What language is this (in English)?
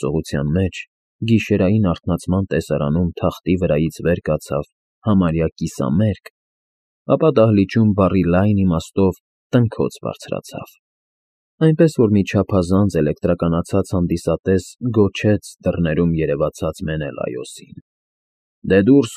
Armenian